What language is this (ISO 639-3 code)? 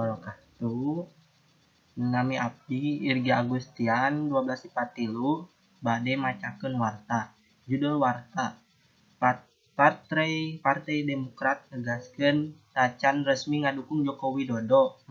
sun